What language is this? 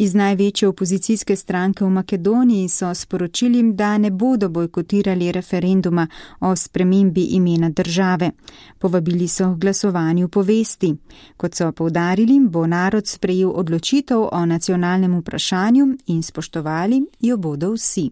Slovenian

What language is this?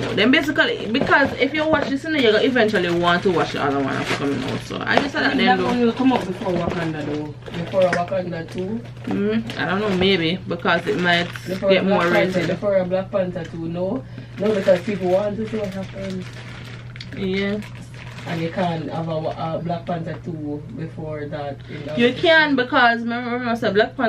Jamaican Creole English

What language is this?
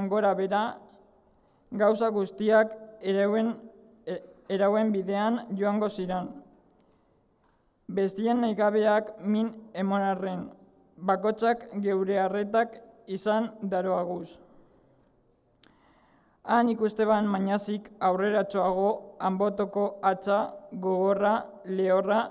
Basque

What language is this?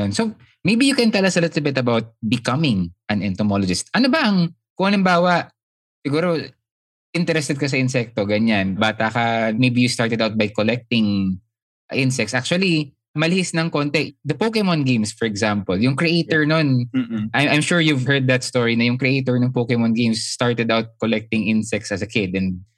Filipino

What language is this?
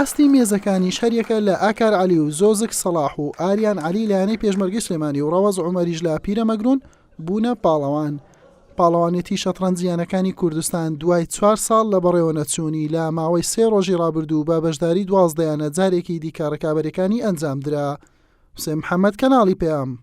Central Kurdish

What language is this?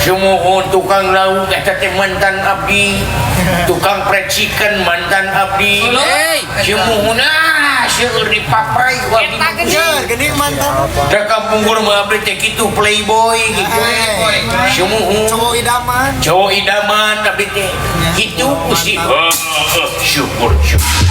Sundanese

